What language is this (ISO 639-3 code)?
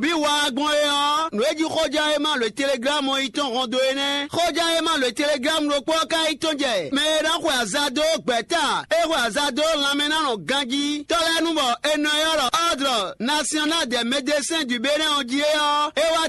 fon